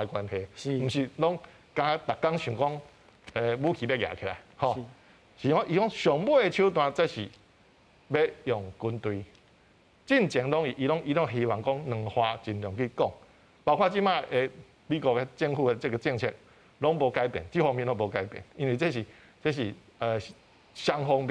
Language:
Min Nan Chinese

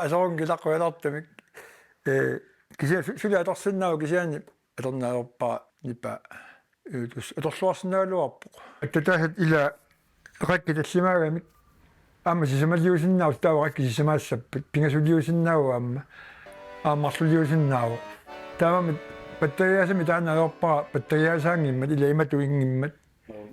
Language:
Kalaallisut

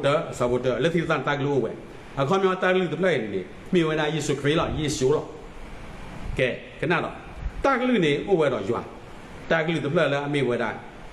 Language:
S'gaw Karen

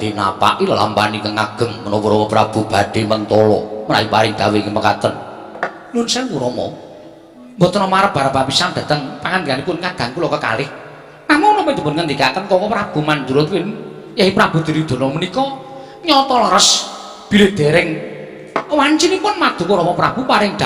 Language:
Javanese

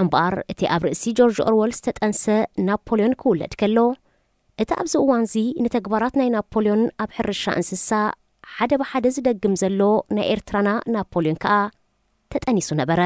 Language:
Tigrinya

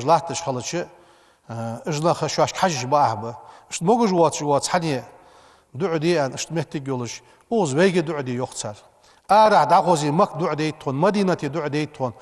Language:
Ingush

